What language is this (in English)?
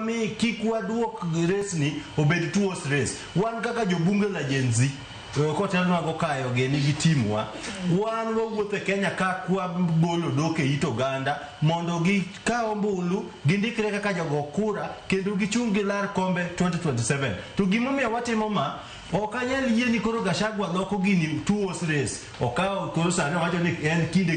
Luo (Kenya and Tanzania)